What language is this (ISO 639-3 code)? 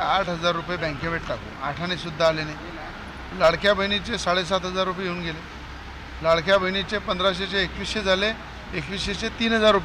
mar